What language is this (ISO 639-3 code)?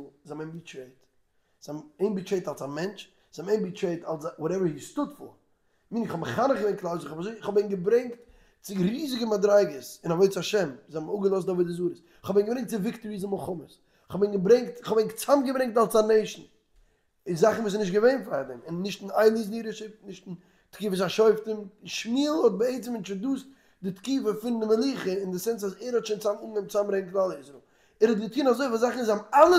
yid